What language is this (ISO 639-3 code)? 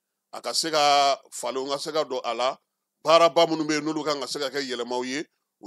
bam